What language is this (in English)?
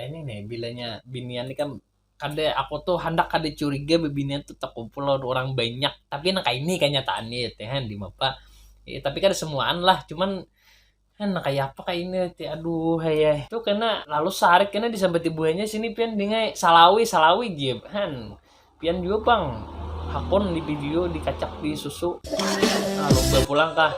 Banjar